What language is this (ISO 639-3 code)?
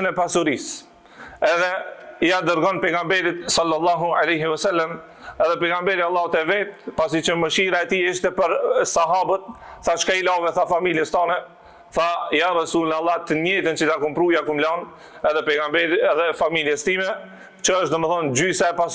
sqi